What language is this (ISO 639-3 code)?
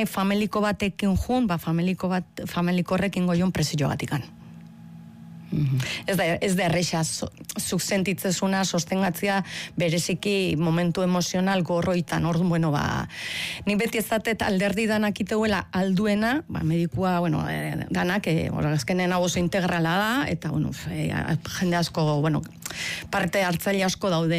eus